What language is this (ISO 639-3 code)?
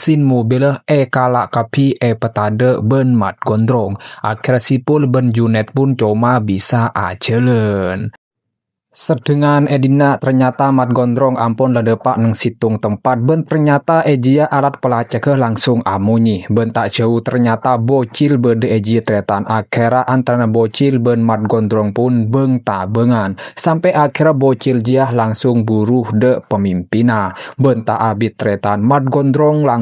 mad